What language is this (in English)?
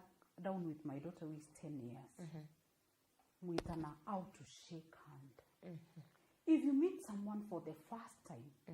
Meru